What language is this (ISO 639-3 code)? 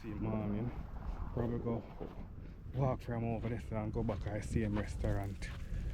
jam